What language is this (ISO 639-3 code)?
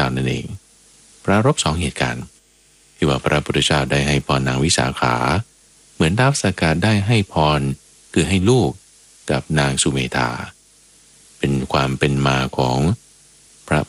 tha